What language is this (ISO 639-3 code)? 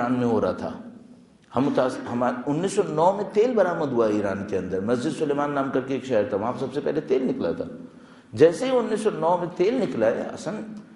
urd